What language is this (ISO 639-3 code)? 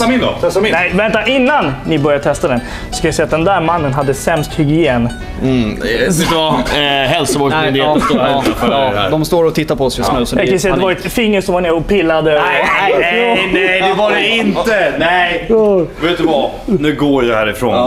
swe